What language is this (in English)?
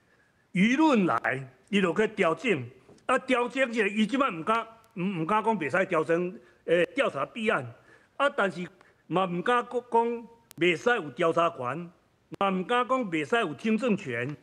Min Nan Chinese